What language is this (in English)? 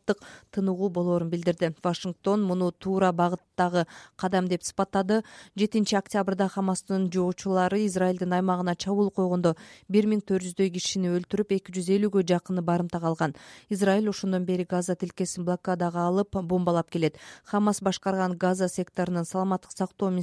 Kyrgyz